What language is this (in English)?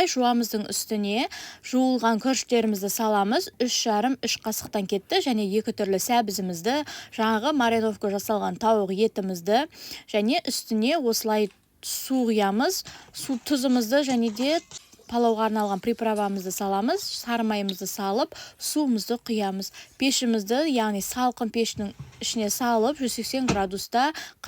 Kazakh